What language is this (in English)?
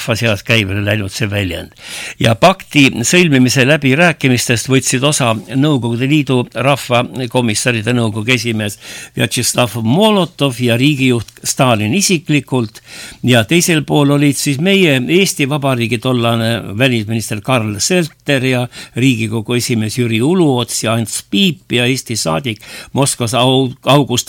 Estonian